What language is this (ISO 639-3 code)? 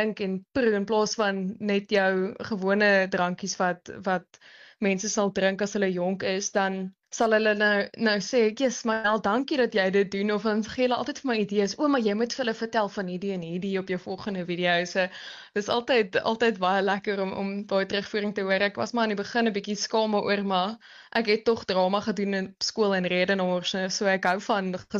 afr